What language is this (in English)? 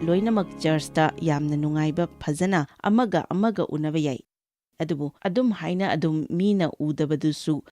Manipuri